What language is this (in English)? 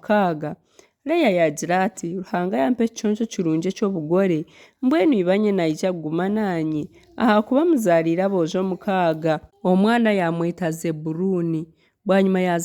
Nyankole